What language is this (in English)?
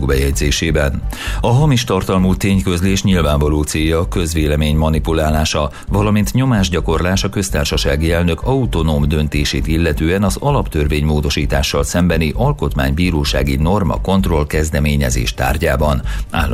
Hungarian